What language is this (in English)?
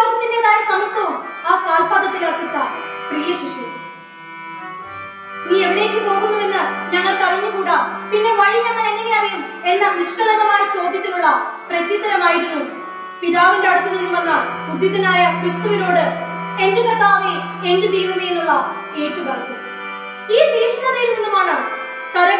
Malayalam